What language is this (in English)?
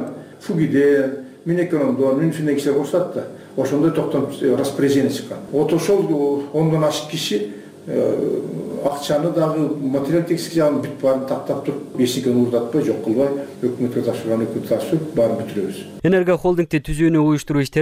Kyrgyz